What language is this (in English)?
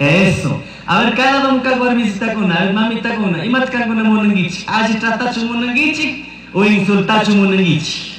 Chimborazo Highland Quichua